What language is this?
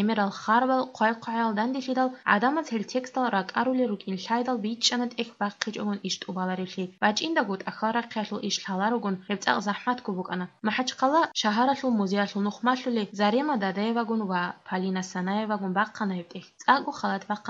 Avaric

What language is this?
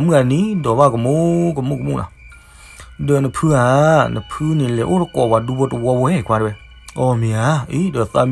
S'gaw Karen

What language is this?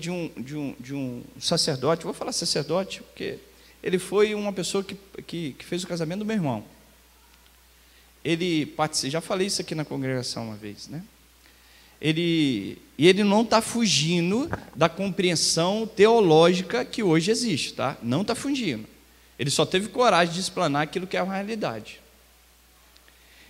Portuguese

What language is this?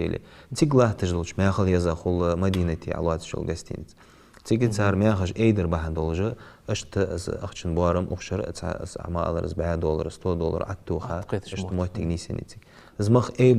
Ingush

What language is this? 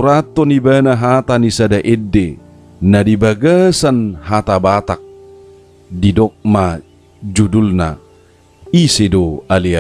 Batak Toba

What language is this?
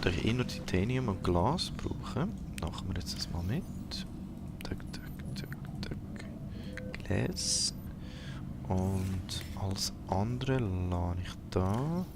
Swiss German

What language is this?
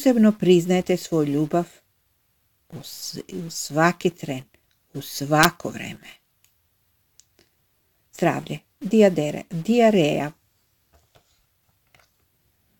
Croatian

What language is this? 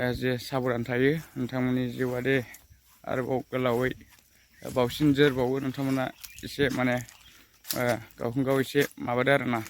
Bodo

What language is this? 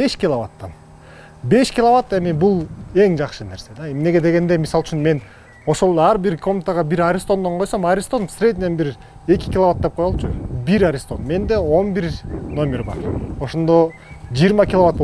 Kyrgyz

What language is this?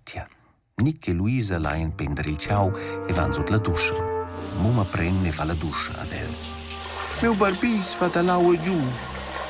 Romansh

